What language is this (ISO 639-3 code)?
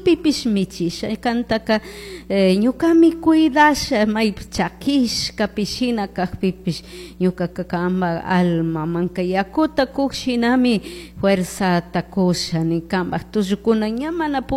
qug